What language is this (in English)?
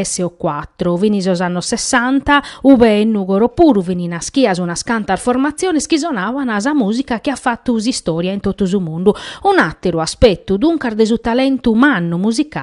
Sardinian